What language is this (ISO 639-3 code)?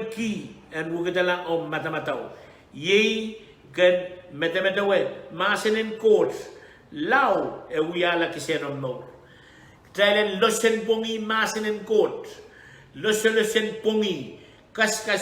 pon